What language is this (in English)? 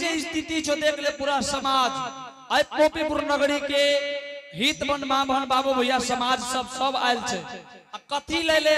Angika